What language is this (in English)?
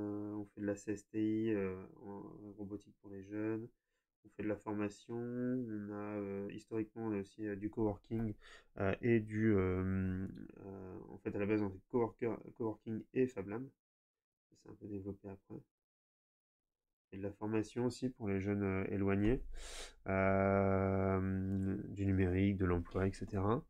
French